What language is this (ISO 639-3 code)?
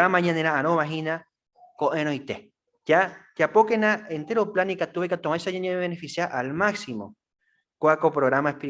grn